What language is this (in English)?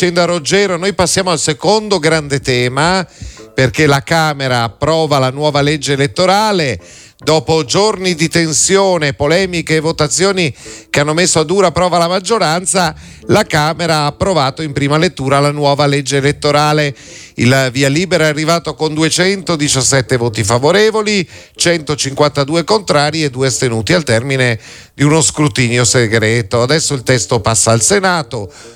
Italian